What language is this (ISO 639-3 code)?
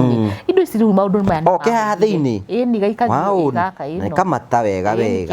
kik